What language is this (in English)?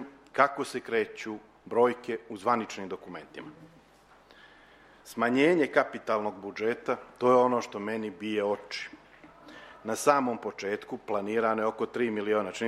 Serbian